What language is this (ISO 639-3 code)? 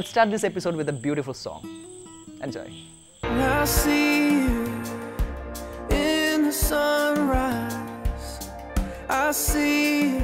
eng